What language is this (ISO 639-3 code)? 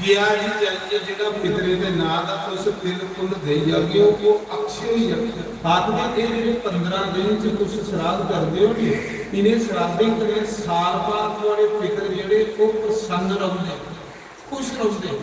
doi